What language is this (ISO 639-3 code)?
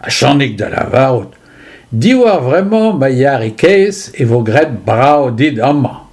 bre